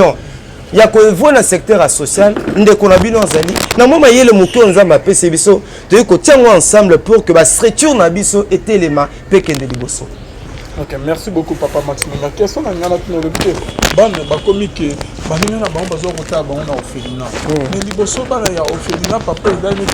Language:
Lingala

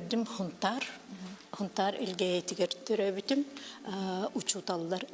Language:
Yakut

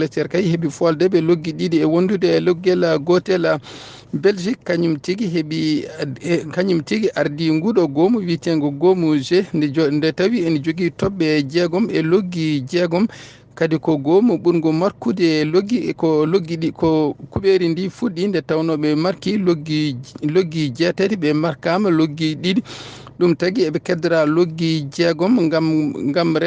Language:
Fula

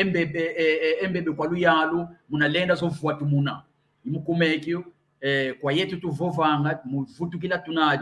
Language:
San Salvador Kongo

